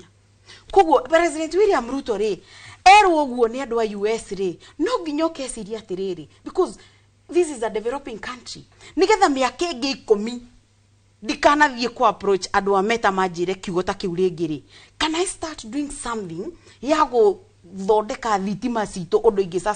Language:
Kikuyu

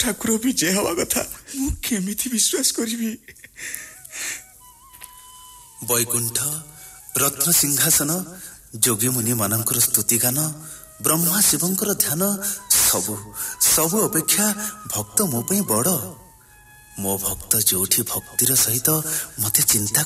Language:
Odia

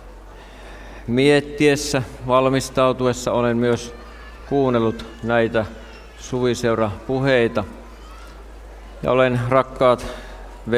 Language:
Finnish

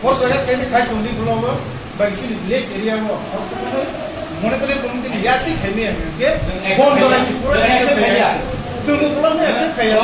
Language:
Kok Borok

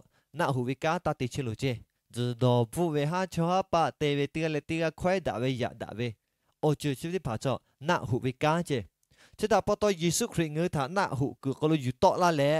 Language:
Lahu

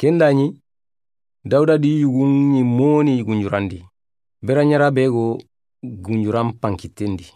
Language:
Soninke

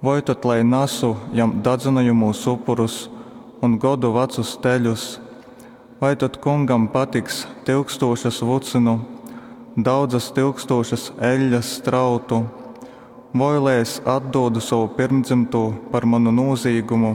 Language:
Latgalian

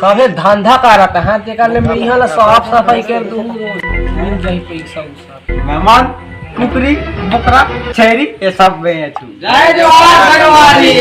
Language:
Chhattisgarhi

